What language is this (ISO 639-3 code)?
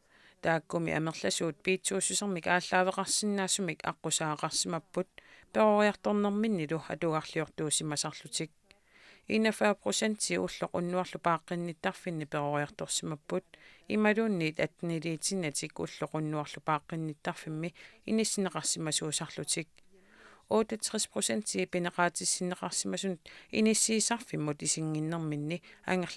kal